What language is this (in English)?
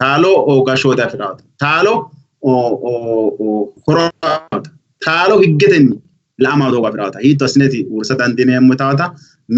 Sidamo